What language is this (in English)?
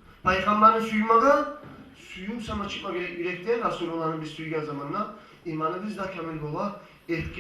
Kumyk